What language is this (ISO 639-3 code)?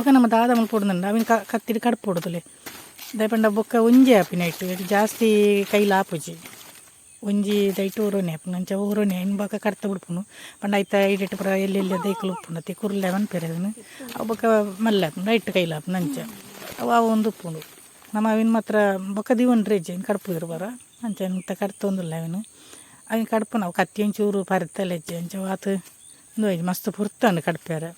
tcy